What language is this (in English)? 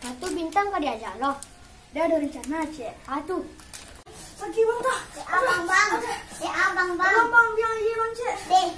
Minangkabau